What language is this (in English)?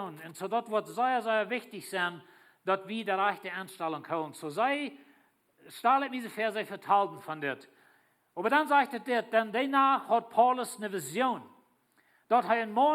Plautdietsch